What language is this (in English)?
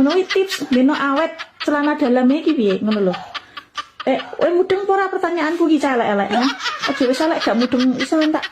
Javanese